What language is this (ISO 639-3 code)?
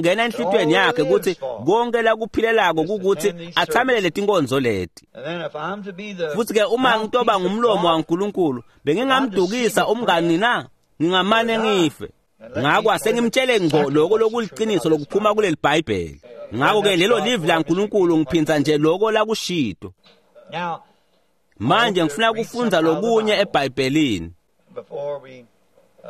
ssw